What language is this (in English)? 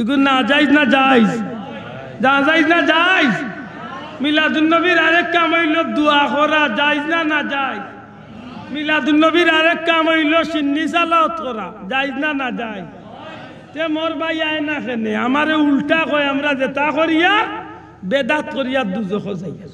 Sylheti